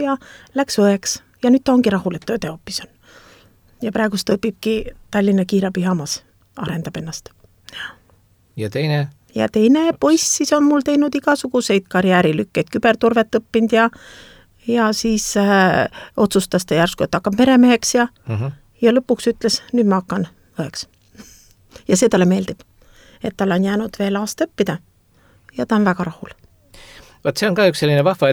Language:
Estonian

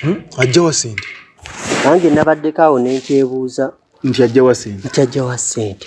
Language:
Ganda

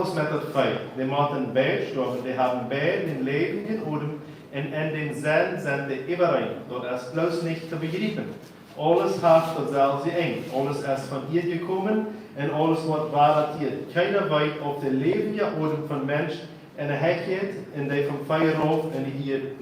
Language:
Plautdietsch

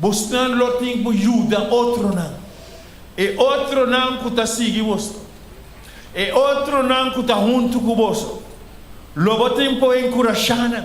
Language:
Papiamento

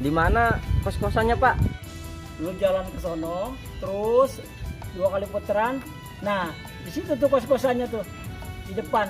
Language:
Betawi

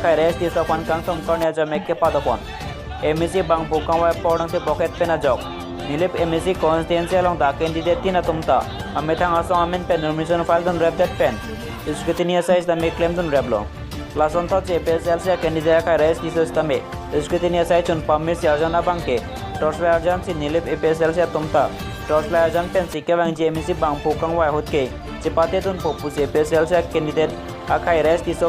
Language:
Karbi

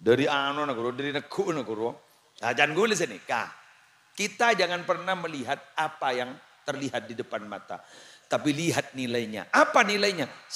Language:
Madurese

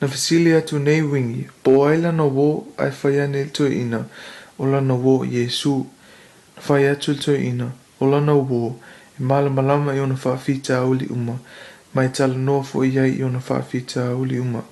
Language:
Samoan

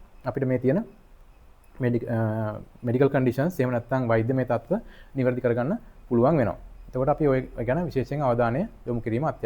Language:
Sinhala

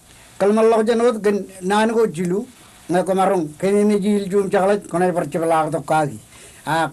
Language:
Marshallese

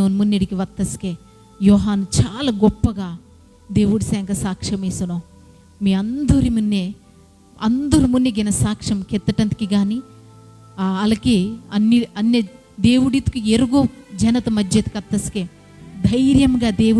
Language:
Koya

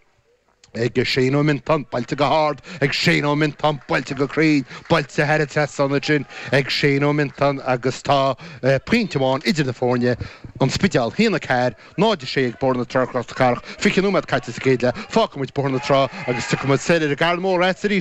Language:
Irish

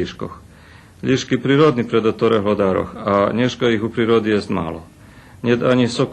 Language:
Rusyn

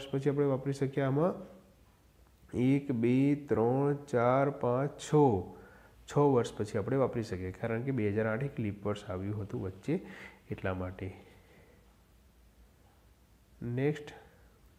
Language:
Gujarati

